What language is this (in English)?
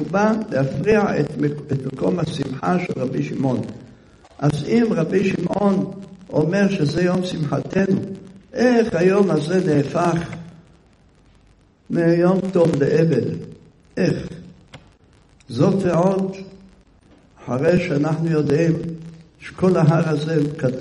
Hebrew